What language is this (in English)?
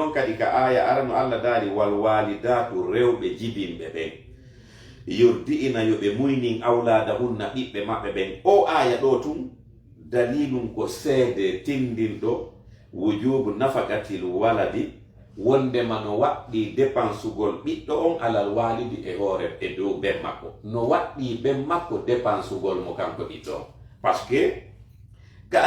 Fula